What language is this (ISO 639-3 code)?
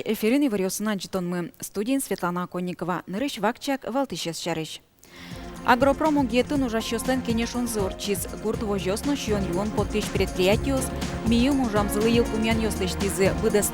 udm